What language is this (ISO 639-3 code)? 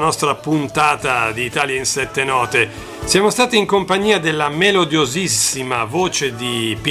ita